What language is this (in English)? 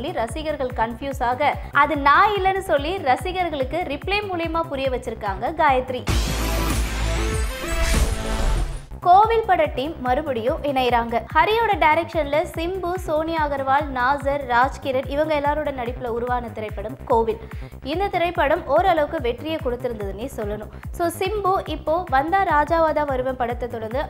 Tamil